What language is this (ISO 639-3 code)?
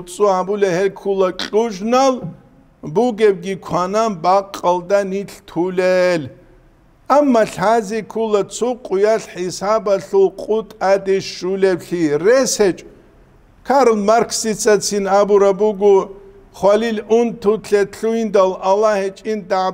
ava